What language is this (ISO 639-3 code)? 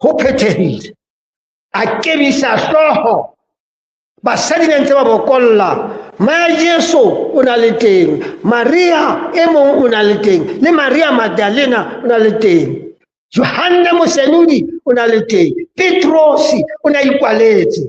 sot